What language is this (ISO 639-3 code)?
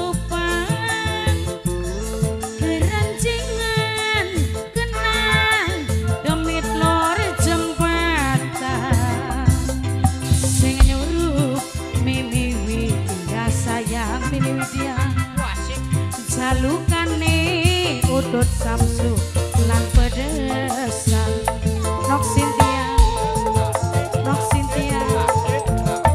jav